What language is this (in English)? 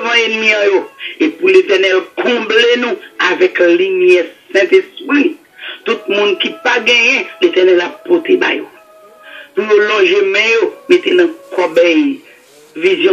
French